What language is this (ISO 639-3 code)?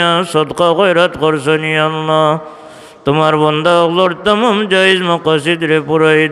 syl